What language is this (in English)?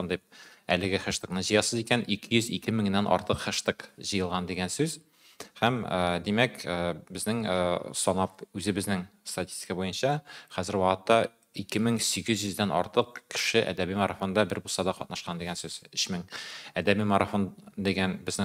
Tatar